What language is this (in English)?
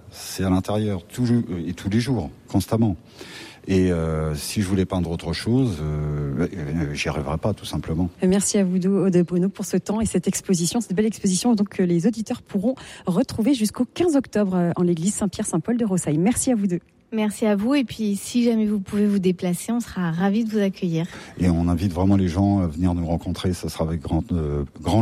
French